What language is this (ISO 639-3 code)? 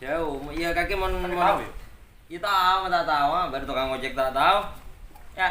mad